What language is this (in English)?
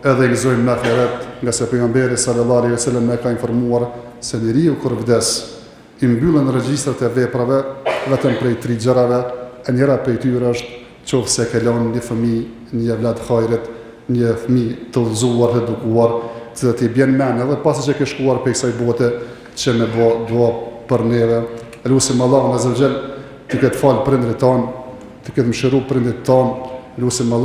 Albanian